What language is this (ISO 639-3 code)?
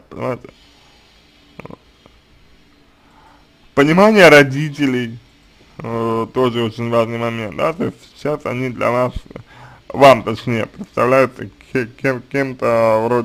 rus